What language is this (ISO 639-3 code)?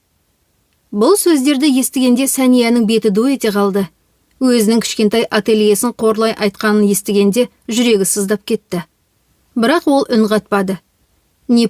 kaz